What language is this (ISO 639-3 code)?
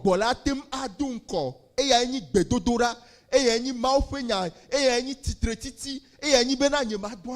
ewe